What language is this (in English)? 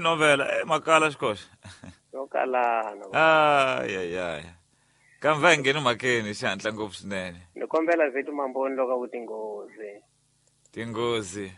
Tsonga